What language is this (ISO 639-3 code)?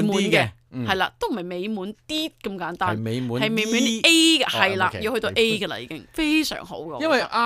yue